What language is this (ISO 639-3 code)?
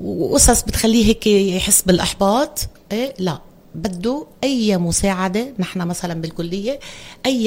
apc